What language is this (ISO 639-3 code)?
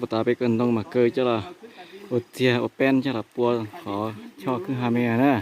hmn